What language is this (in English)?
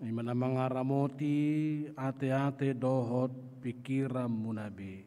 Batak Toba